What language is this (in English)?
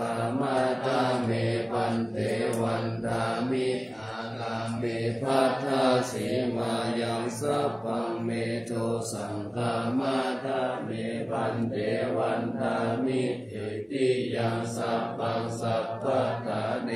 Pali